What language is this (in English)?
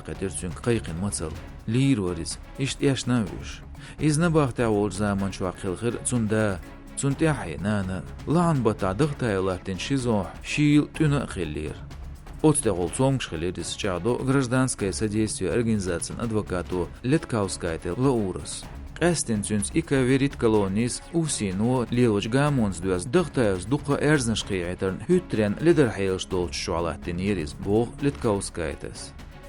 Chechen